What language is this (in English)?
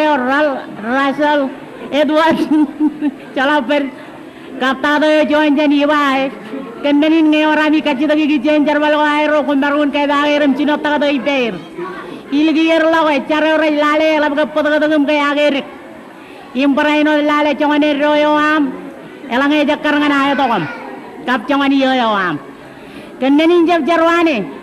Marshallese